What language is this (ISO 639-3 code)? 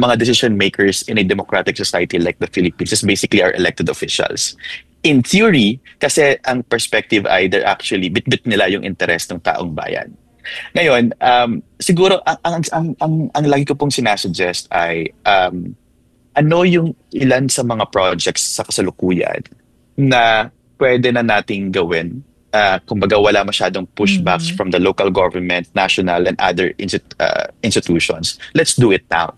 fil